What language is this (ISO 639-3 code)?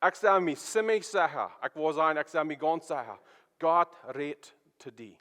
pdt